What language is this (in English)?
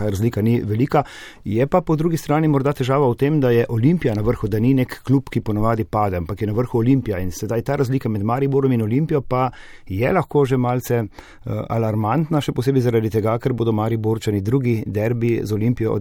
Slovenian